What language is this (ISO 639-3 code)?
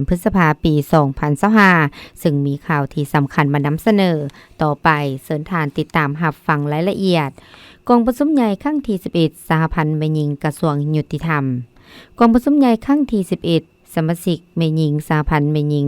lao